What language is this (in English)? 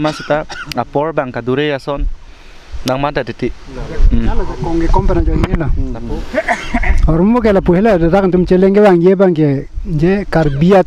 Karbi